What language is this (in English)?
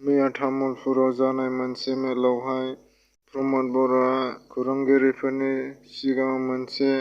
Bodo